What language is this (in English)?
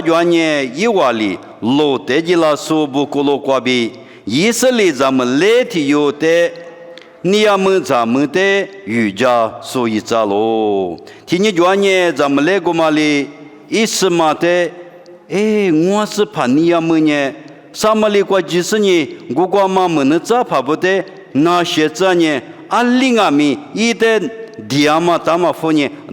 Lisu